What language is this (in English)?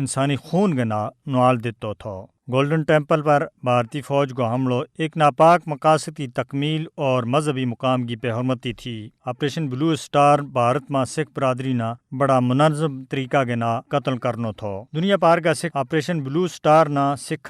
Gujari